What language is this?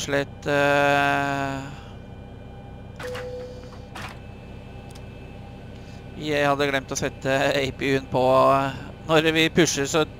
Norwegian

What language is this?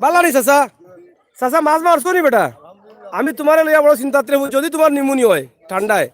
Sylheti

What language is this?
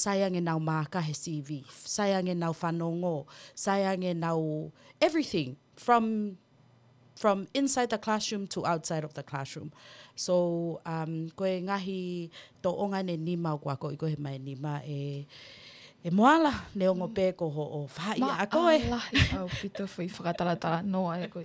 Tongan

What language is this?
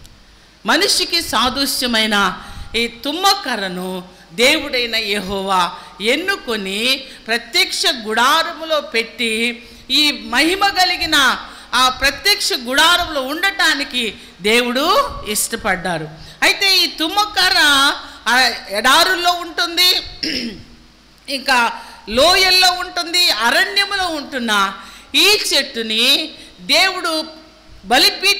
Telugu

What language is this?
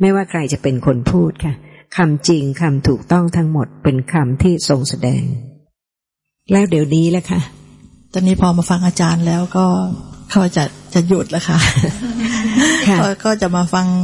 Thai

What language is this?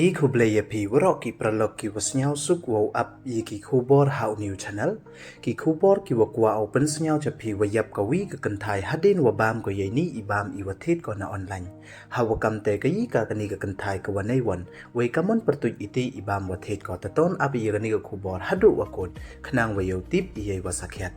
Pnar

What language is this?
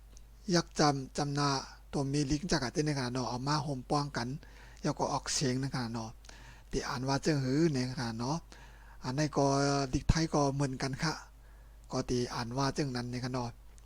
Shan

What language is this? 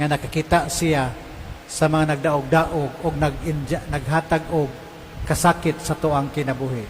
Cebuano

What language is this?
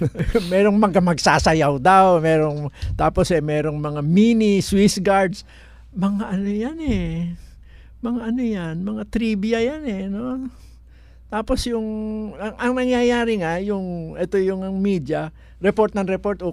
Filipino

